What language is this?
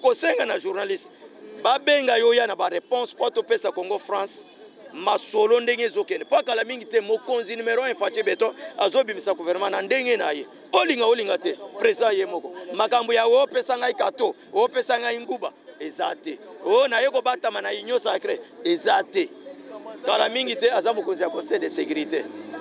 Lingala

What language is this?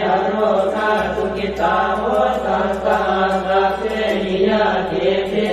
Pali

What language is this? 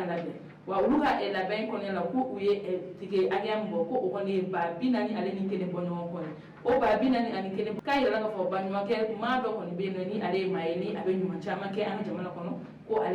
Bambara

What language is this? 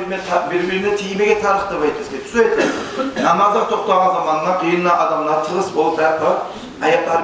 Kumyk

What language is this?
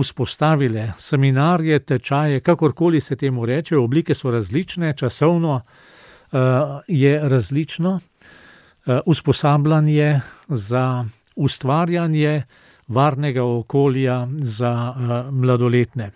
Slovenian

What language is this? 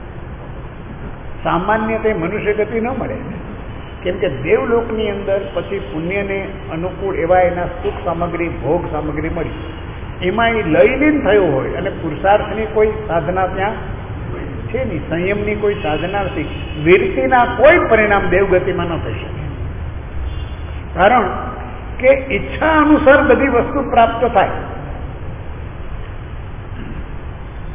Gujarati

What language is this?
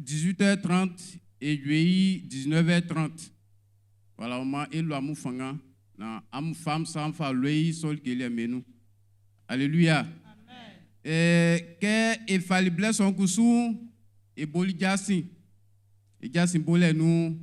Baoulé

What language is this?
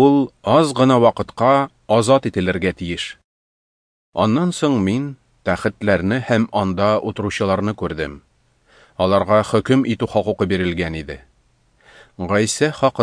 Tatar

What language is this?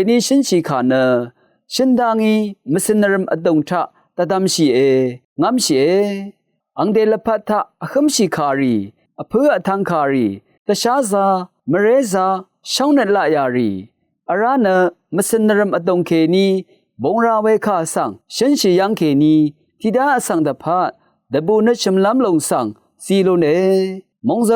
Rawang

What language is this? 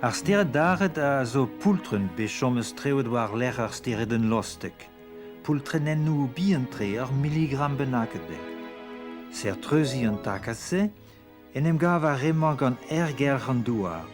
Breton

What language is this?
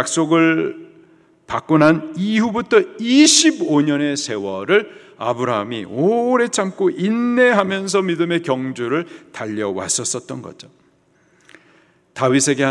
Korean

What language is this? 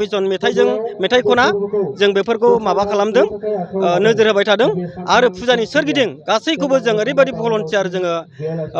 Bodo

